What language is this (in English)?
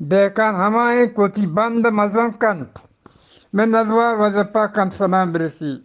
Eastern Balochi